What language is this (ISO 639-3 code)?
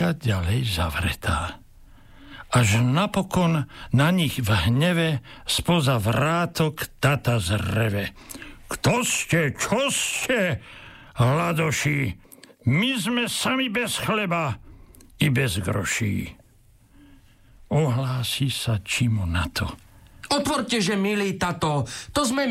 slk